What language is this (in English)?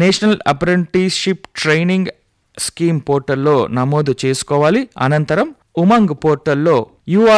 Telugu